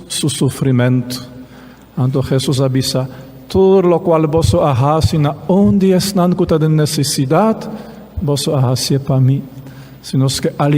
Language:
Papiamento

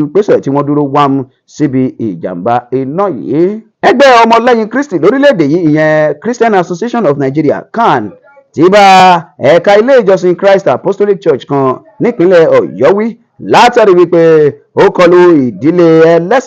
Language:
Yoruba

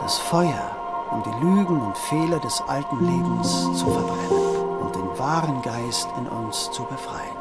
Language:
Swiss German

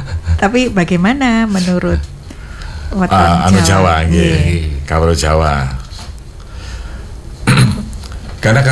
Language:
Indonesian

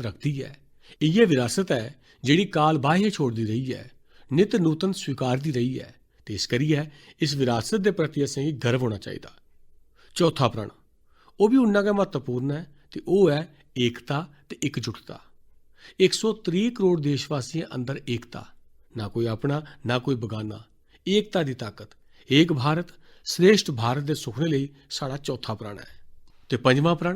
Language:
Dogri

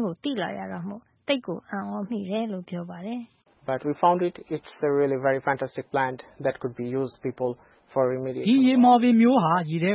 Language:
Burmese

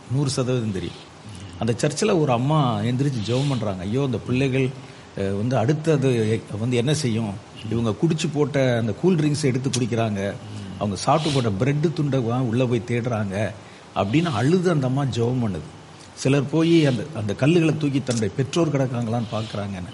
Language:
Tamil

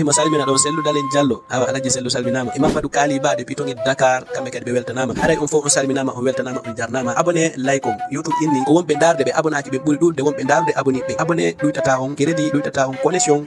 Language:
Fula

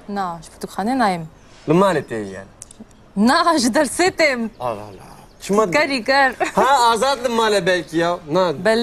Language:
Kurdish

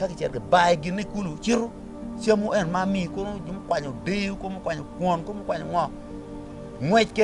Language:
Acoli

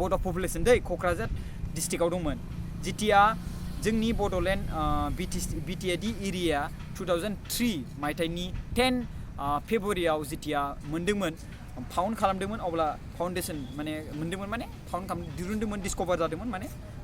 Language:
Bodo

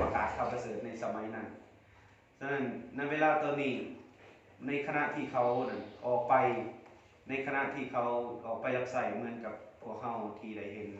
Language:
Lao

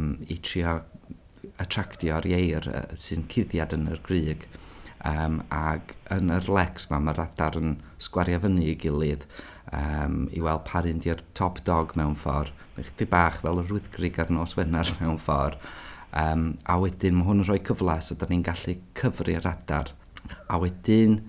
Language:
Welsh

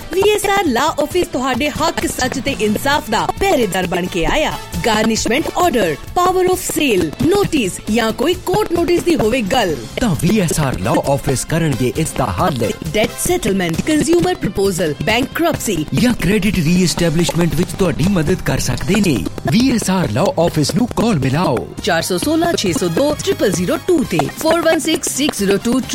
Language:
Punjabi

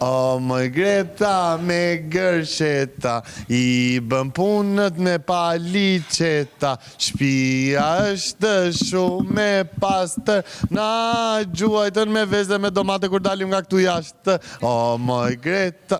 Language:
Albanian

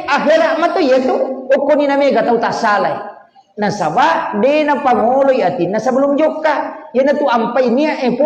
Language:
Buginese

